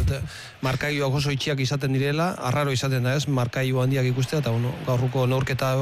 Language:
Basque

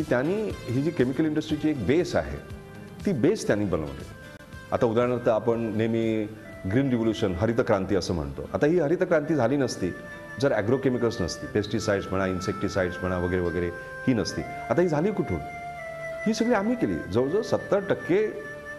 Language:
Marathi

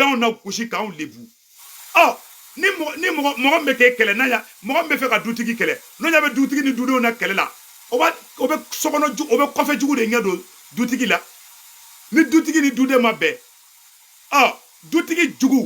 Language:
Bambara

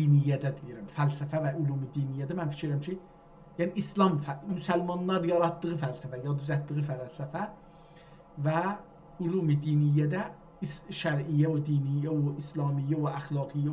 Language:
South Azerbaijani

